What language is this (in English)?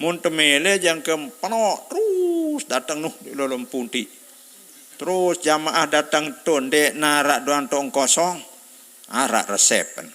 Sasak